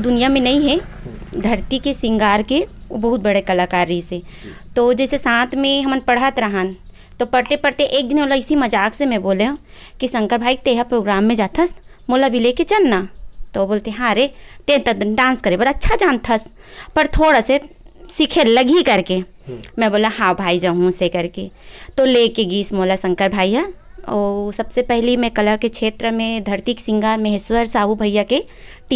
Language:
Chhattisgarhi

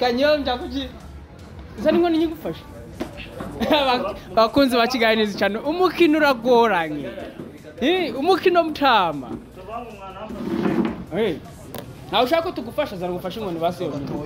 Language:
Kinyarwanda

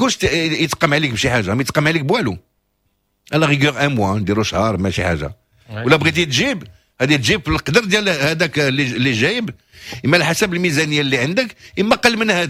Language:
Moroccan Arabic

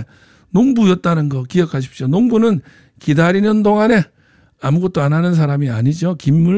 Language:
Korean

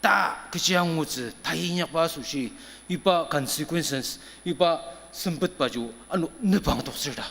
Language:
Ao Naga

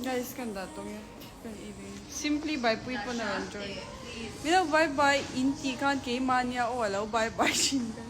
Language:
Mizo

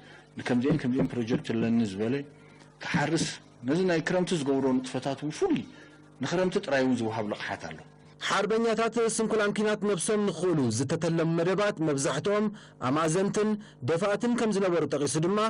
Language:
Tigrinya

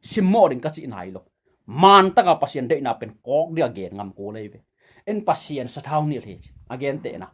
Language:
Tedim Chin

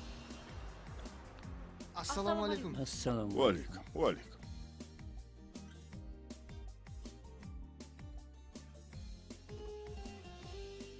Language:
Kara-Kalpak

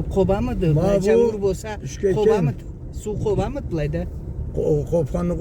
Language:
Karachay-Balkar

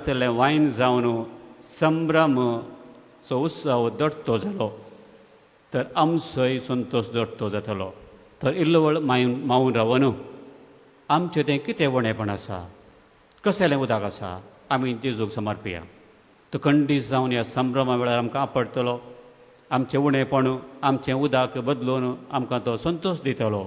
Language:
Konkani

